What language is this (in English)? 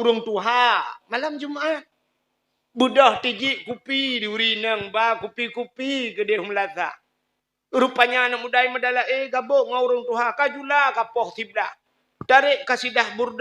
Achinese